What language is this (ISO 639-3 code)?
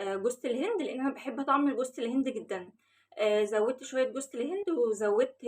arz